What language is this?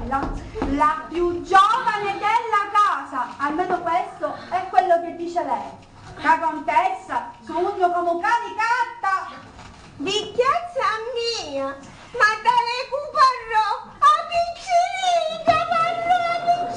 Sicilian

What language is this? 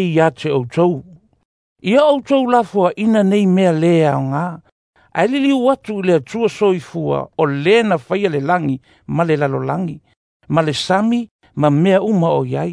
Samoan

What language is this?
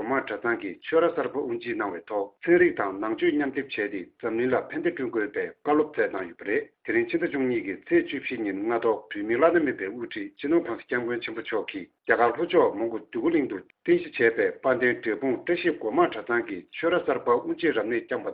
Tibetan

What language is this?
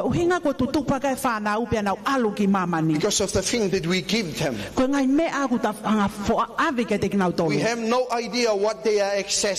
Tongan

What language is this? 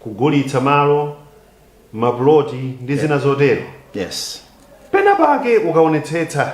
Nyanja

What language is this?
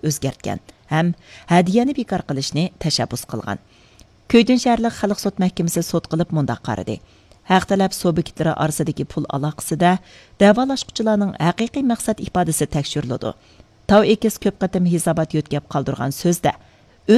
Uyghur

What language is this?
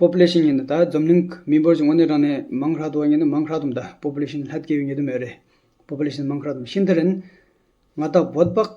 Tibetan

